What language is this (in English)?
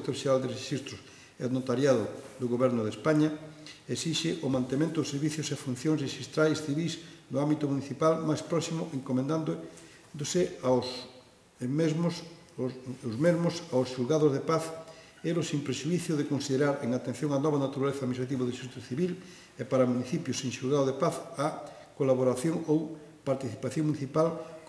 Galician